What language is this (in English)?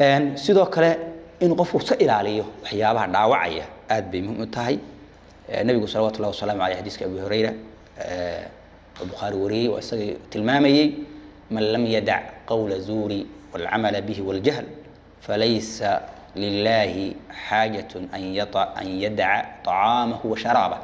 Somali